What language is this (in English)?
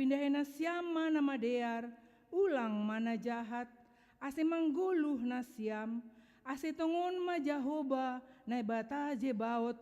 Batak Simalungun